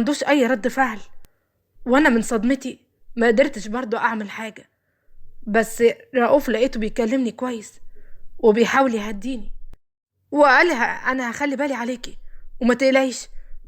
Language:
Egyptian Arabic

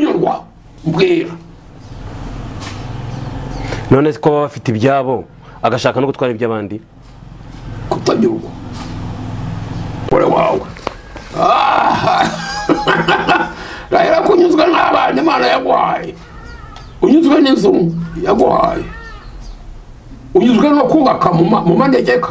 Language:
Kinyarwanda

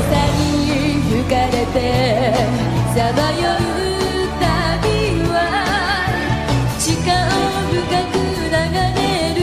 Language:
Japanese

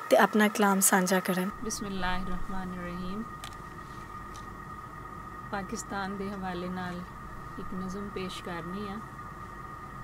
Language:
Punjabi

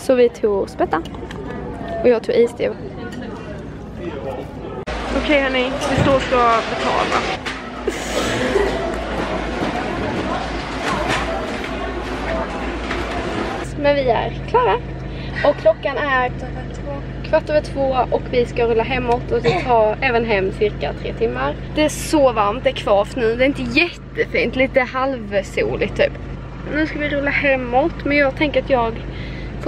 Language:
Swedish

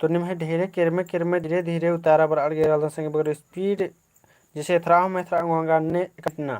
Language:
Kurukh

